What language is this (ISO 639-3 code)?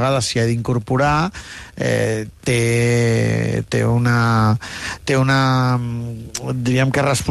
cat